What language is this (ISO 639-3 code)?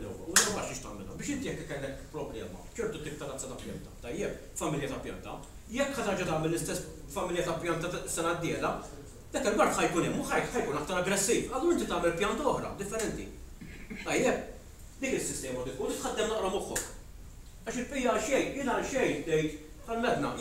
mlt